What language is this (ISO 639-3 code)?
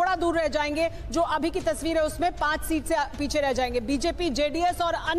hin